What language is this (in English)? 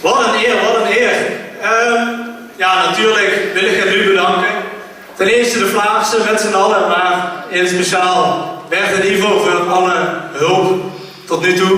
Limburgish